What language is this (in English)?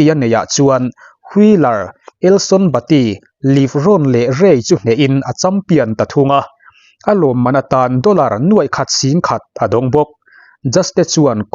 Mizo